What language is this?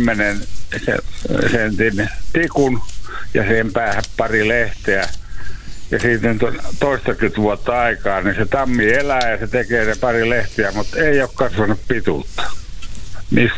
Finnish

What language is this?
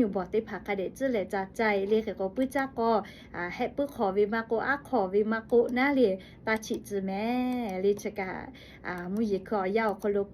Lahu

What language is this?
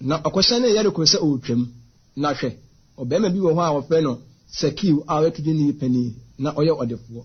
Akan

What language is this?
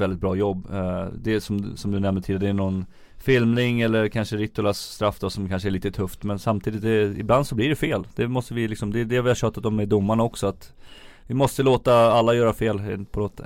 Swedish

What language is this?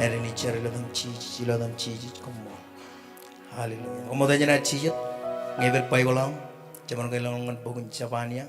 Marshallese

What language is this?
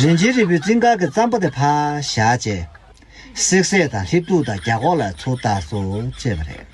Tibetan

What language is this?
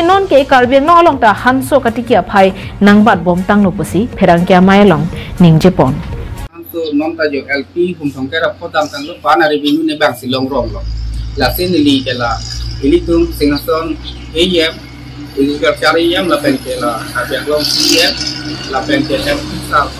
Karbi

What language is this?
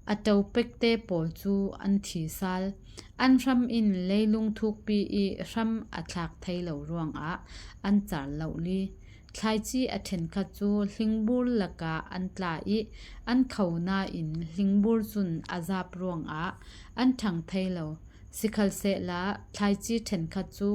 Falam Chin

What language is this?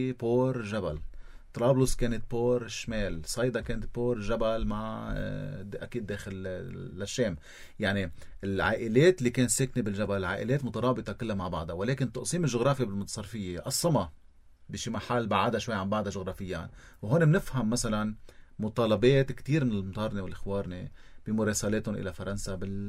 North Levantine Arabic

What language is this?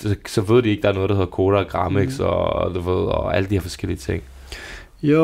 Danish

